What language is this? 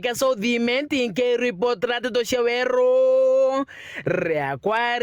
Meru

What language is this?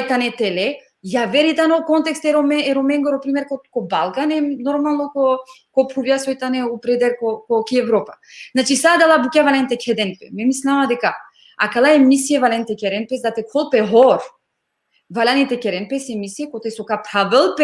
Balkan Romani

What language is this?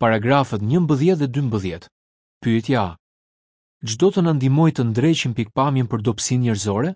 Albanian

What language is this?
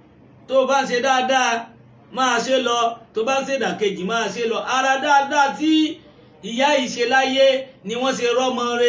Yoruba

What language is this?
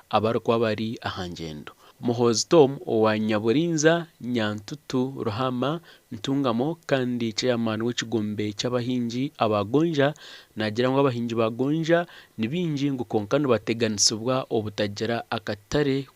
Nyankole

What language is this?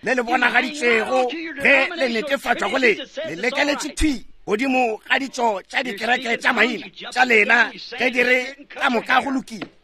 Northern Sotho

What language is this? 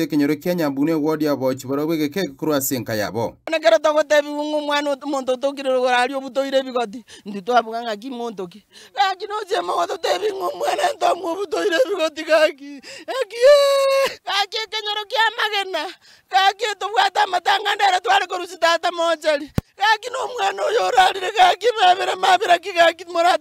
Gusii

